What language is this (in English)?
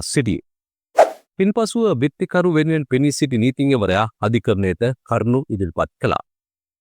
Sinhala